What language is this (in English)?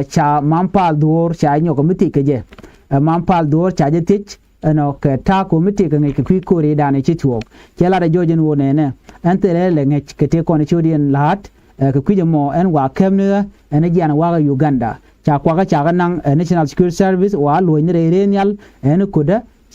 Nuer